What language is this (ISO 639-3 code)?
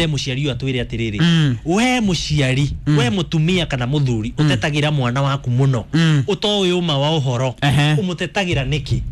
kik